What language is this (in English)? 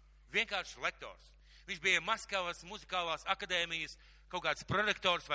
Latvian